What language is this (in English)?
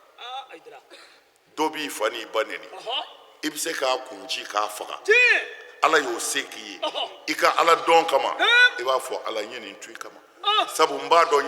Bambara